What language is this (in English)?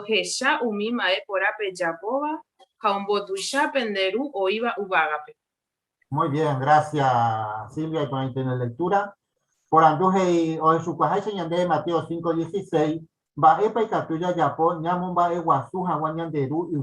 Guarani